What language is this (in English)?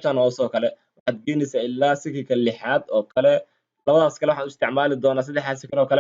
Somali